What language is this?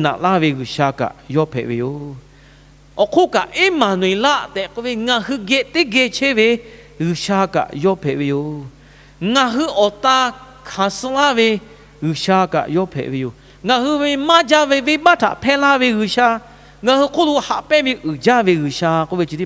Lahu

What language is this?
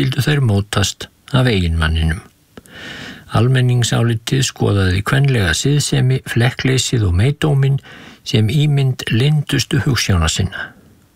Icelandic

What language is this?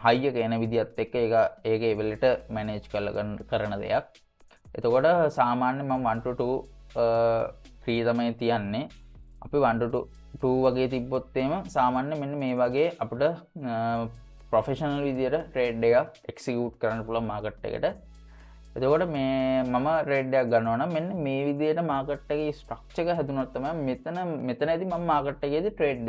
Sinhala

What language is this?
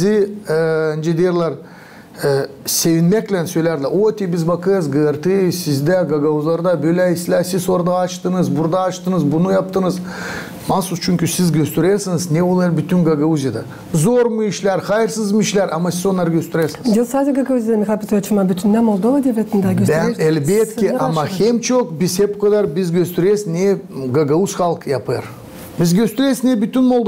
Gagauz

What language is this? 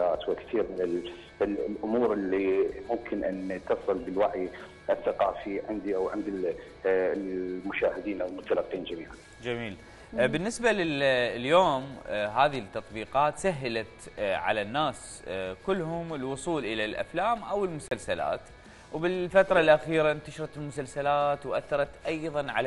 Mesopotamian Arabic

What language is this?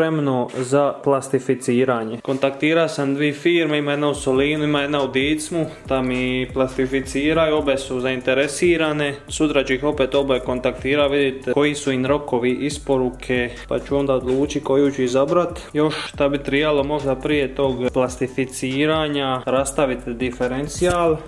Croatian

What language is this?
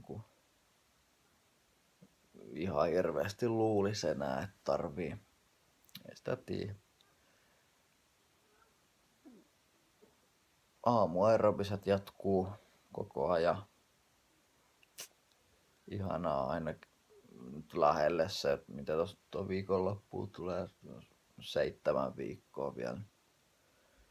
Finnish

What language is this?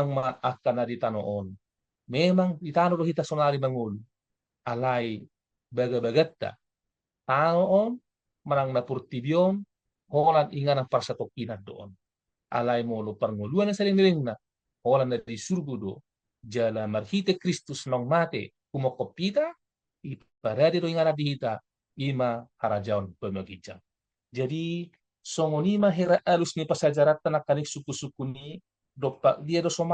Batak Toba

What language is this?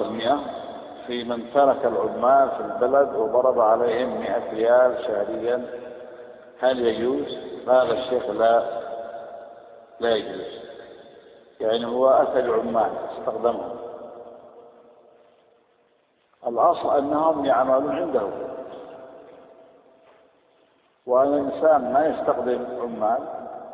Arabic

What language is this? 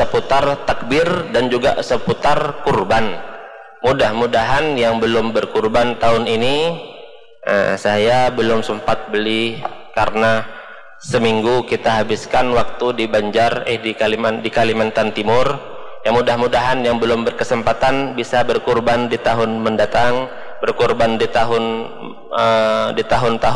Indonesian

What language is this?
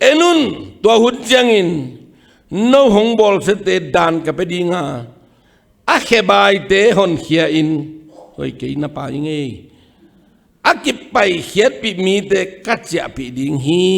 Tedim Chin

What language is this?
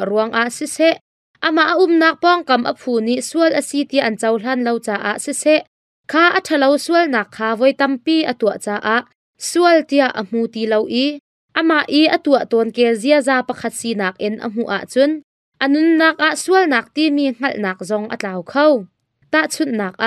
Hakha Chin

